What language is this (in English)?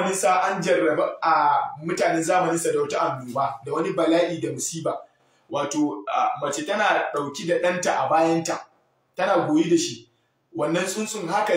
Hausa